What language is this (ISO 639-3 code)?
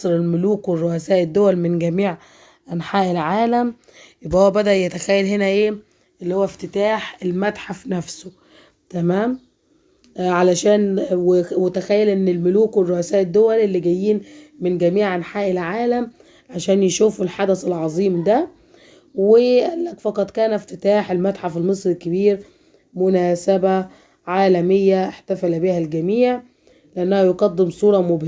arz